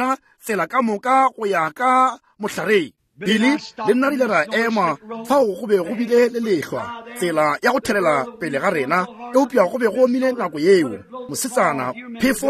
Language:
Northern Sotho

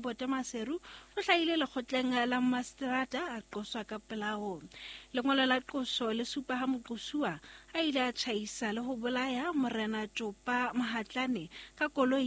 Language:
Southern Sotho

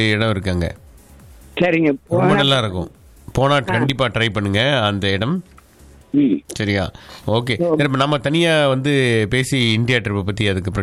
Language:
Tamil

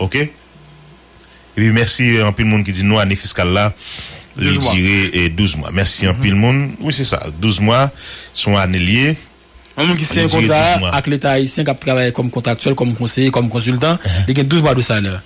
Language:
Haitian Creole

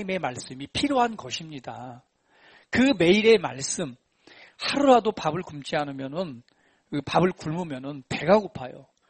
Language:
Korean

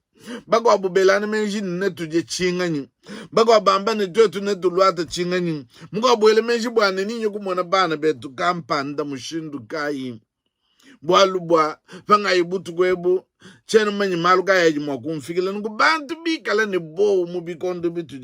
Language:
Luba-Lulua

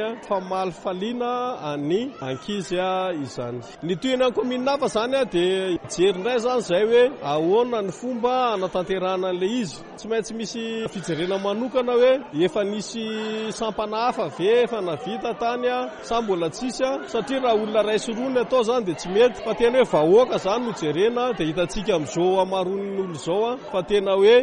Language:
Malagasy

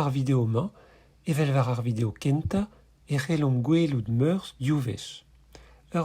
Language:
Breton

